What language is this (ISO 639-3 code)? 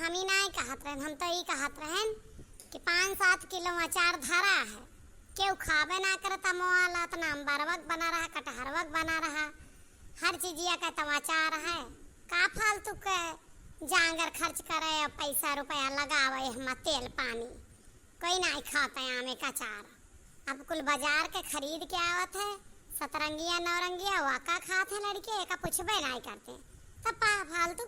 awa